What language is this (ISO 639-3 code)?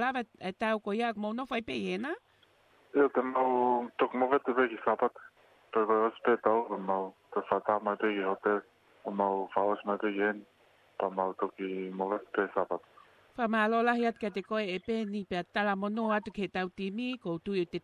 ton